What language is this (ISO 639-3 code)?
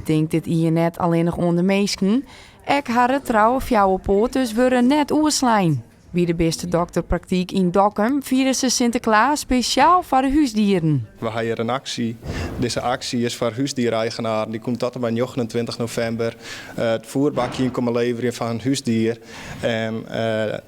fry